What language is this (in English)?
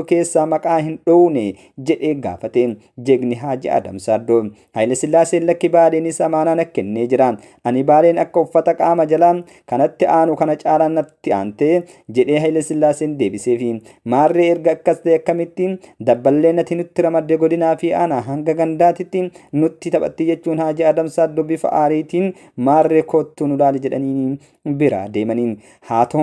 Oromo